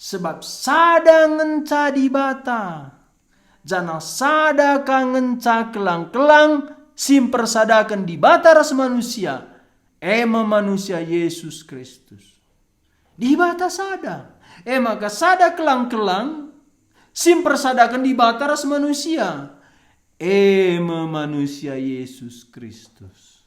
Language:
Batak Karo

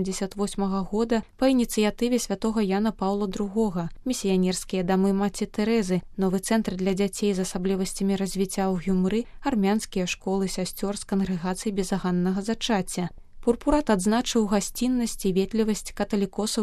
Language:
Belarusian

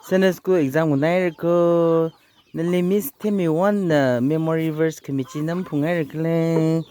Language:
Tangkhul Naga (India)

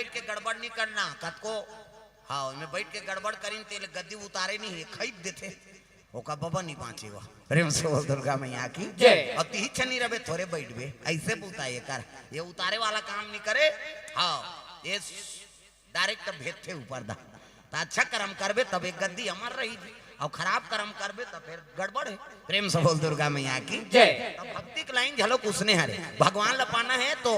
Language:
Chhattisgarhi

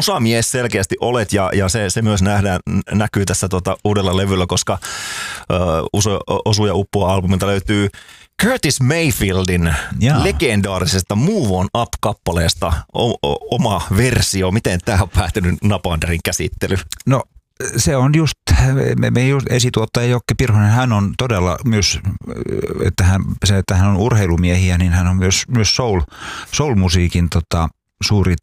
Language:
Finnish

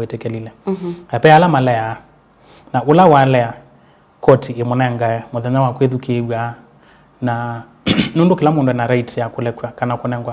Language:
Kamba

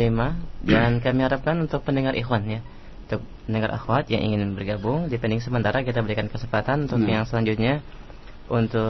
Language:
Indonesian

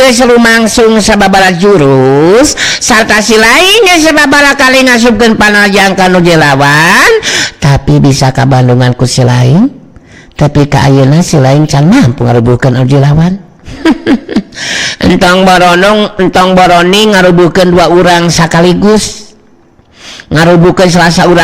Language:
Sundanese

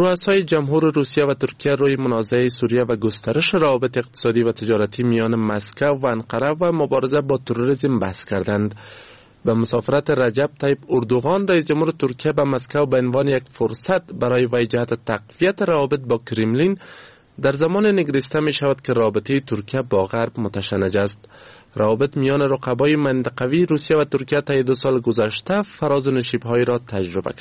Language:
Persian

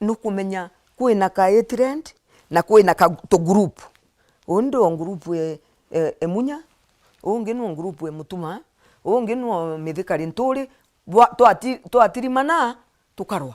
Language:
Meru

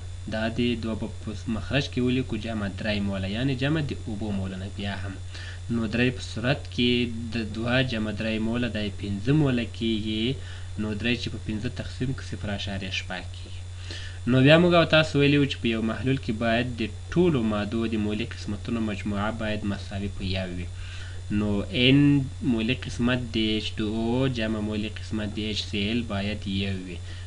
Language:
Pashto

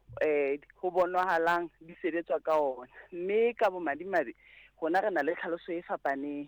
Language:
Southern Sotho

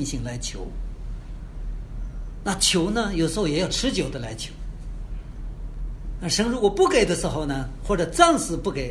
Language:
Chinese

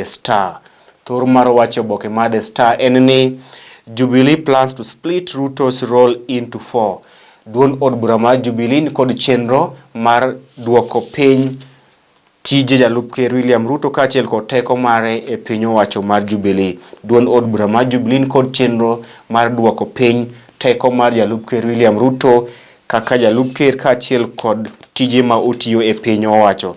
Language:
Luo (Kenya and Tanzania)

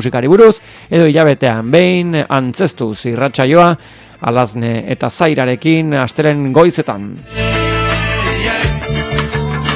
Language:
Basque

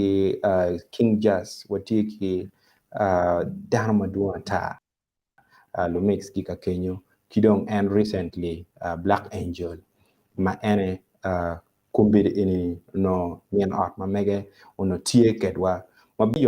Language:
Acoli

